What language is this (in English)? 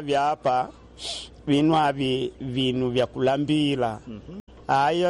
Makonde